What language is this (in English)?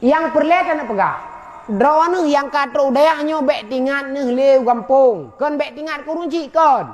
Achinese